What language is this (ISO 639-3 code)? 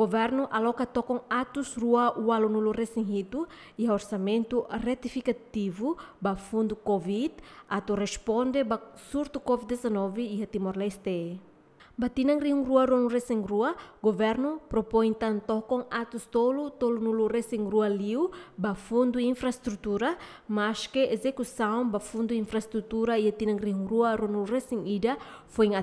tet